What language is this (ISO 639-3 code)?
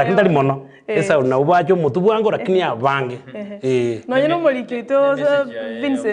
guz